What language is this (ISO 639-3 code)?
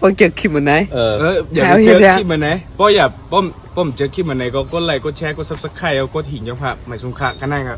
shn